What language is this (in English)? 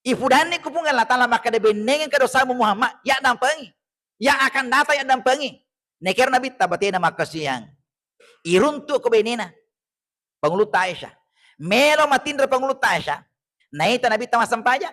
Buginese